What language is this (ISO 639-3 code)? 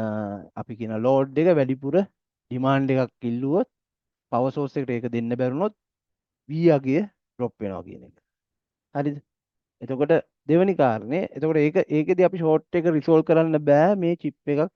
sin